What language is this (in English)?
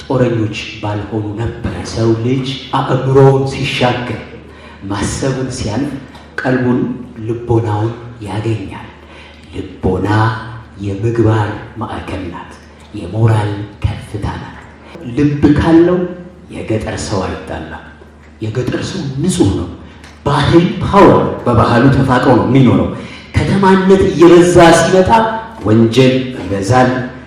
Amharic